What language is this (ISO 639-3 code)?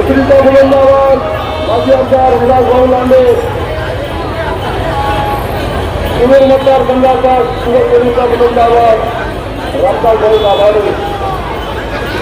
mar